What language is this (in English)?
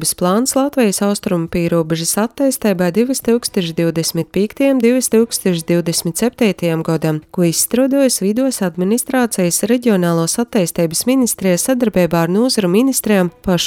Latvian